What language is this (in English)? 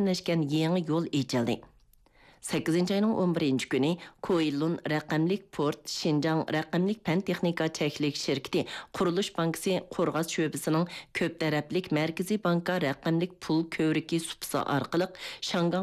Uyghur